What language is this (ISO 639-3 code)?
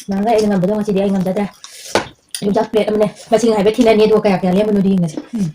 mni